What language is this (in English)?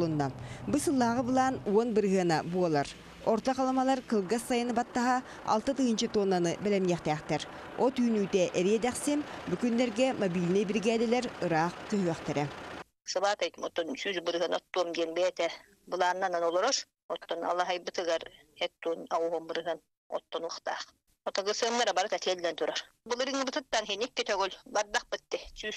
Yakut